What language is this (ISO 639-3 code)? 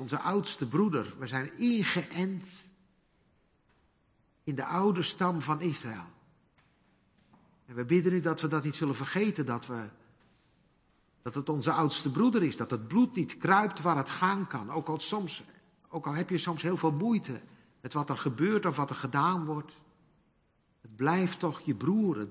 nld